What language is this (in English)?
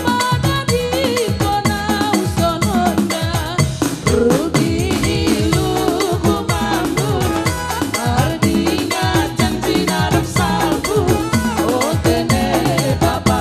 Batak Simalungun